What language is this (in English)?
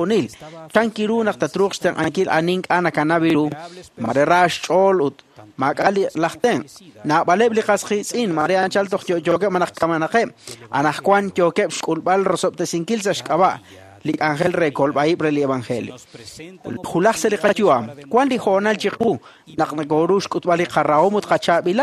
Kekchí